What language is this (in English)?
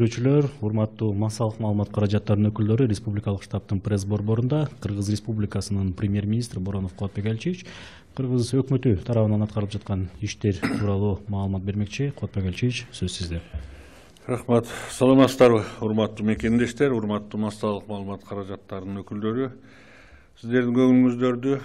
Kyrgyz